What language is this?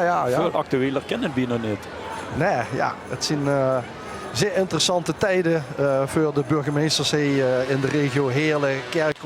Limburgish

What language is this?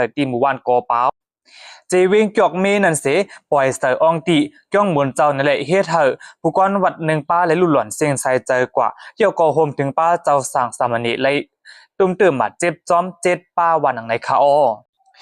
Shan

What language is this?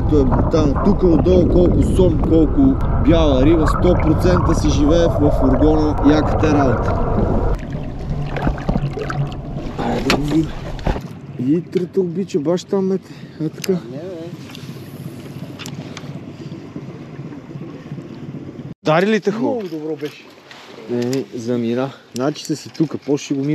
Bulgarian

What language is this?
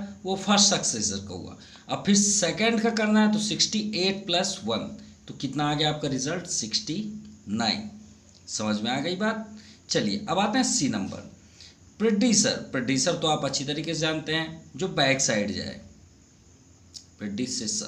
Hindi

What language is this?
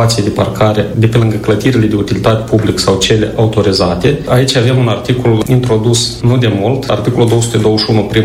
Romanian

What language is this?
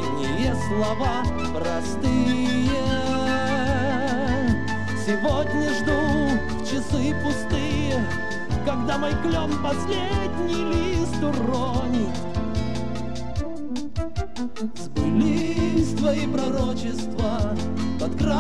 Russian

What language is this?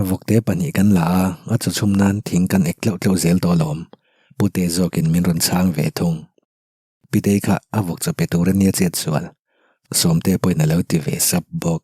Mizo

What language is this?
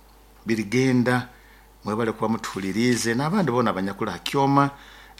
Nyoro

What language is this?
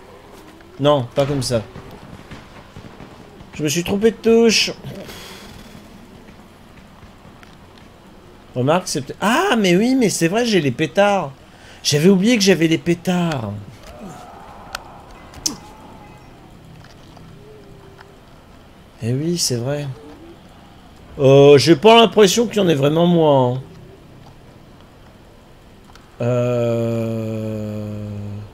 French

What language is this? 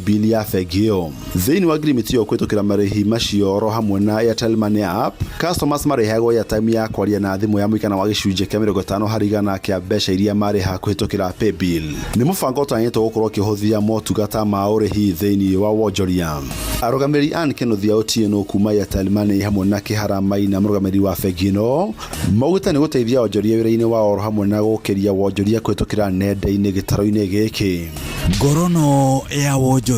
Kikuyu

